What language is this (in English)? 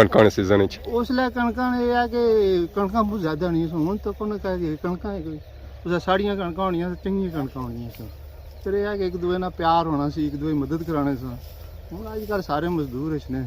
Pahari-Potwari